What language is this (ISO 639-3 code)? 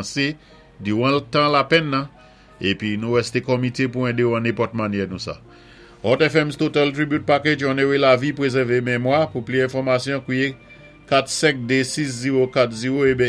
acf